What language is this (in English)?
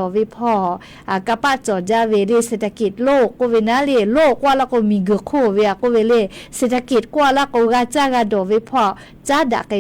Lahu